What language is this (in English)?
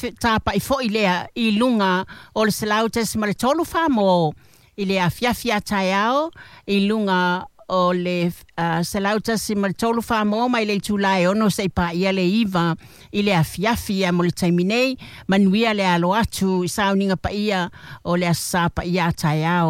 Samoan